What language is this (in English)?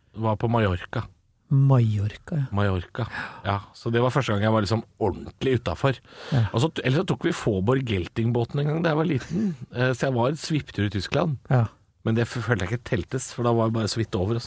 Norwegian